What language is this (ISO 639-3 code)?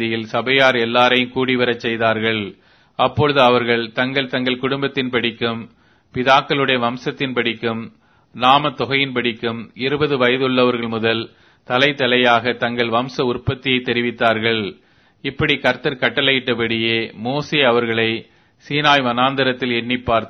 tam